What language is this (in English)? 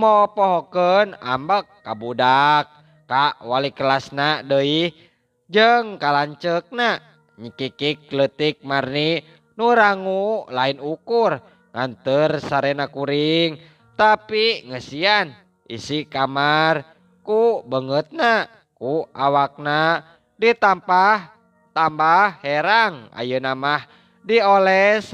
Sundanese